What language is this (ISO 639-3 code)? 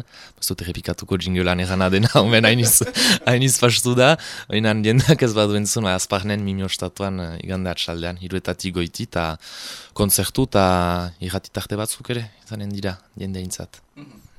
eus